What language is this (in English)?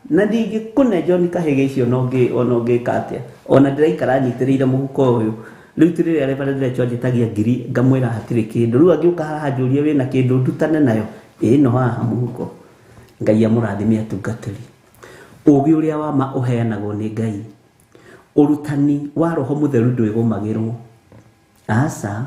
Kikuyu